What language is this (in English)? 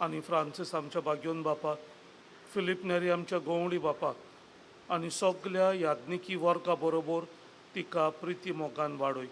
Konkani